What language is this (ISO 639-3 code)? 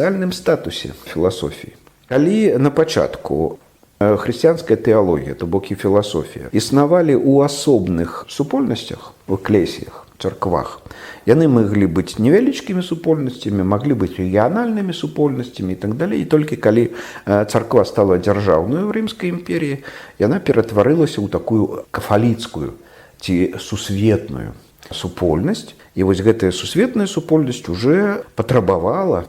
bel